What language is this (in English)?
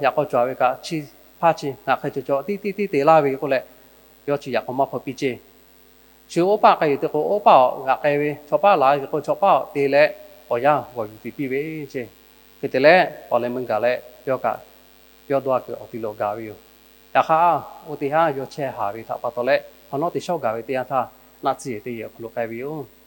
Lahu